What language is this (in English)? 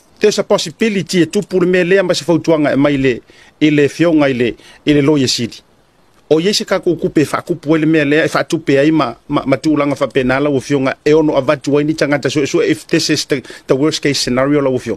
Samoan